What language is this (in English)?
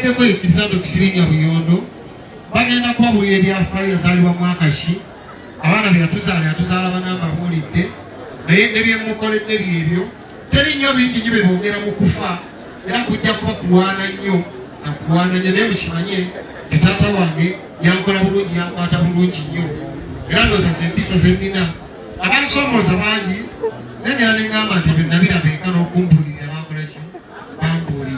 Ganda